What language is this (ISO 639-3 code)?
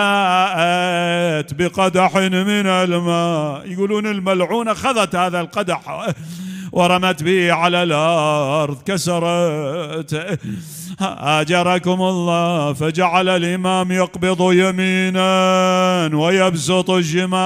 acm